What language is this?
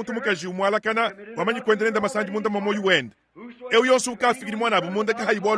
Luba-Lulua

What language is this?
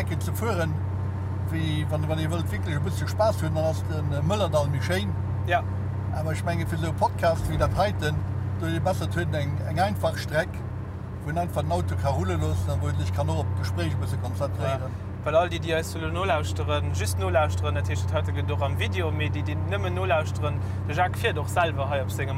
Luxembourgish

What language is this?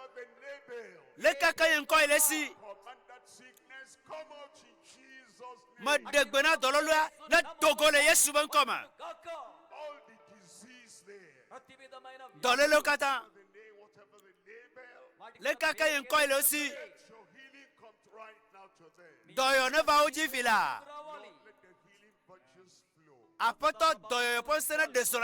Ewe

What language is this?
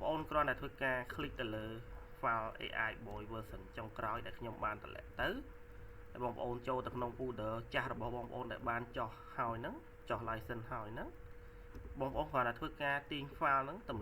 Khmer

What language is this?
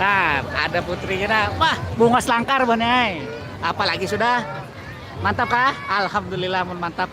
Banjar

